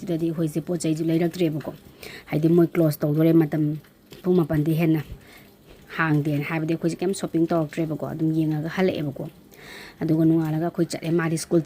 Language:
Manipuri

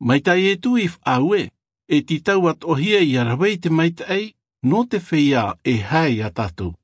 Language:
Tahitian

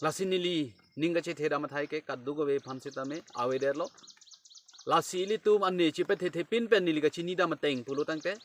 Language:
Karbi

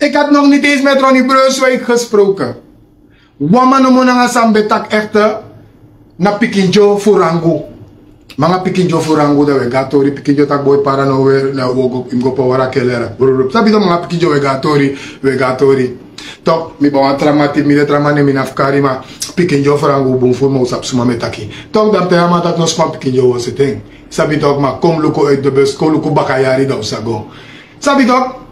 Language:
Sranan Tongo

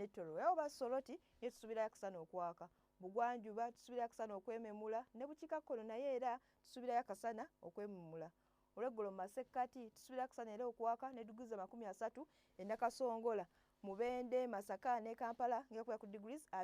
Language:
Ganda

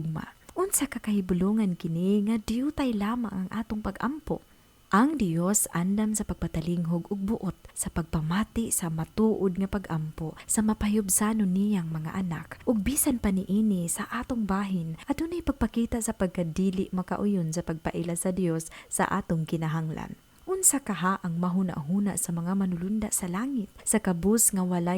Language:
Cebuano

